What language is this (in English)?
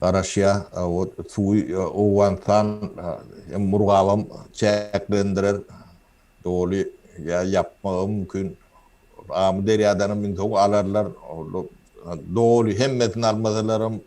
Turkmen